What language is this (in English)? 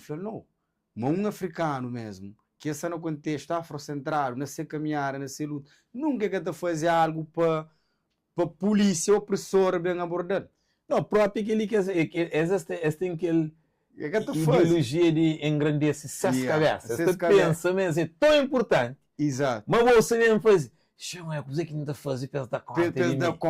Kabuverdianu